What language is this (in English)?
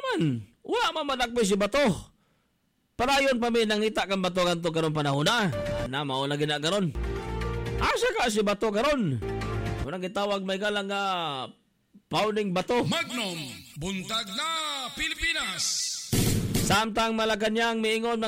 Cebuano